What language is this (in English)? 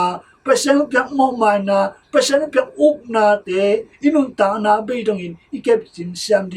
Tedim Chin